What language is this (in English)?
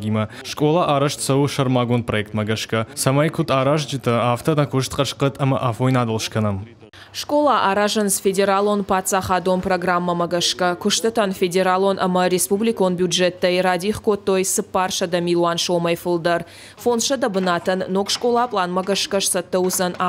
Ossetic